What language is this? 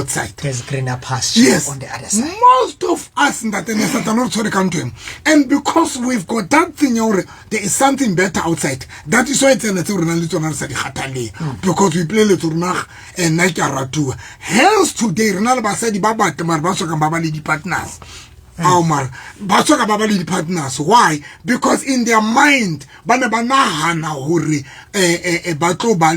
Southern Sotho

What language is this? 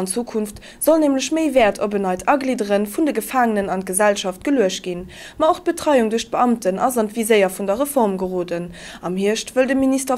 Luxembourgish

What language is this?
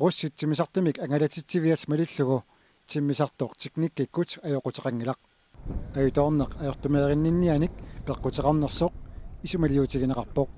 Kalaallisut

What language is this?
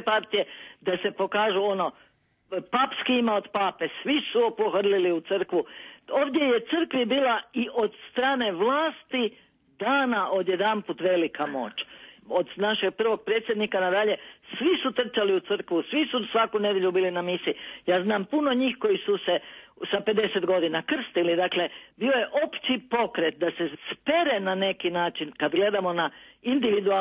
Serbian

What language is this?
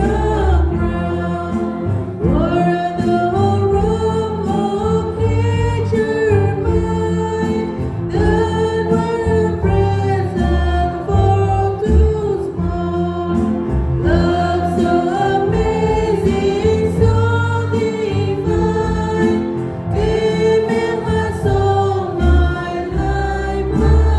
Central Mnong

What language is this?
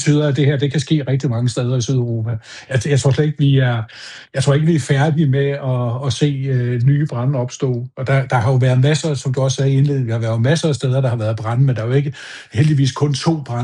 Danish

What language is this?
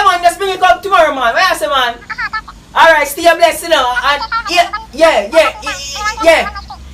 Jamaican Creole English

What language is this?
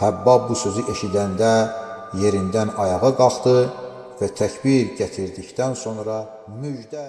Azerbaijani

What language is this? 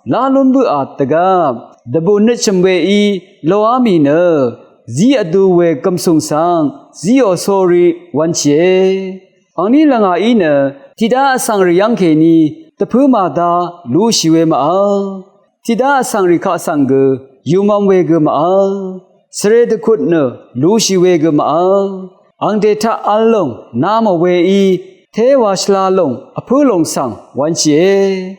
Rawang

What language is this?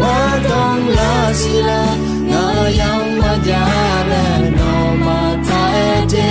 Akha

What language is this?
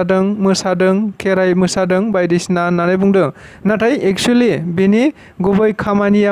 Bodo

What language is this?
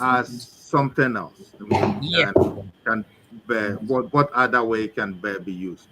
Ewe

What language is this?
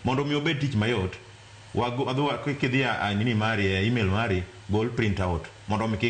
Luo (Kenya and Tanzania)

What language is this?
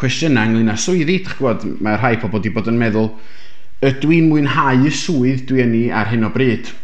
Welsh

